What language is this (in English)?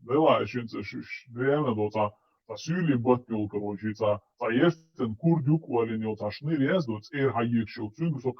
Chechen